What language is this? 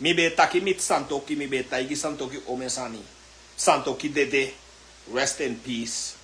Sranan Tongo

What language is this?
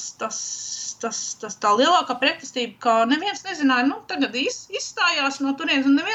Latvian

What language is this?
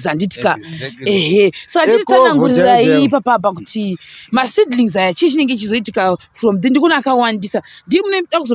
Shona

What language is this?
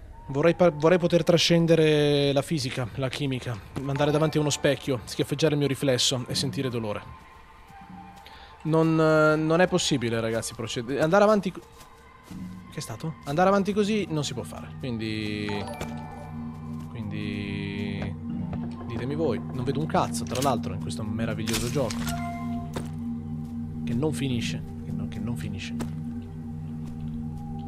Italian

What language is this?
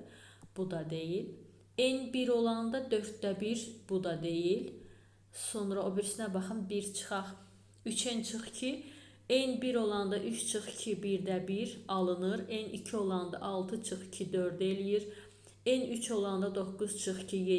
Azerbaijani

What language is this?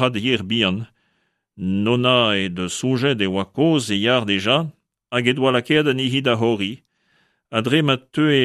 Breton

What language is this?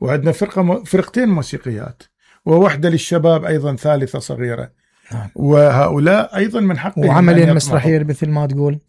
Mesopotamian Arabic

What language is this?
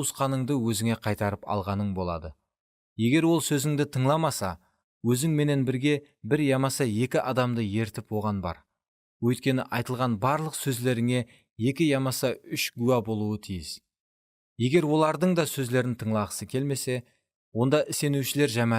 Kara-Kalpak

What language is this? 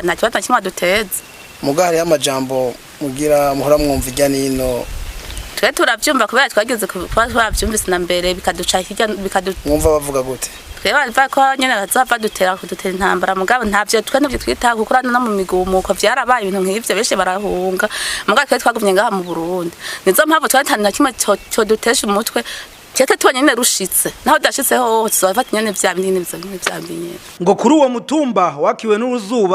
Rundi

